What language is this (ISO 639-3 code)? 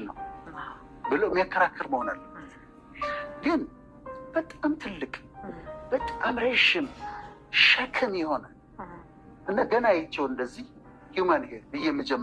amh